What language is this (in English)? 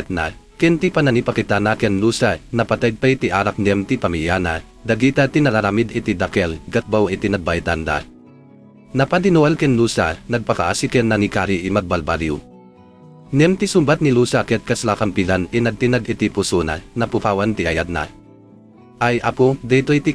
Iloko